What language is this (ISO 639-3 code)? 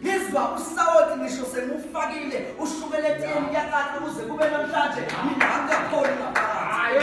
zul